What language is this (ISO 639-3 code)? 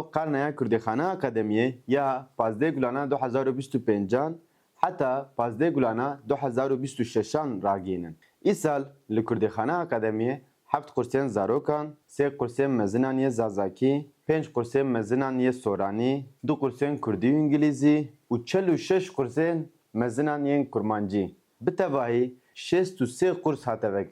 kur